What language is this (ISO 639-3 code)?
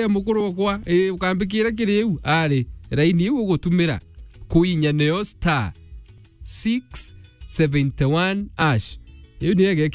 mer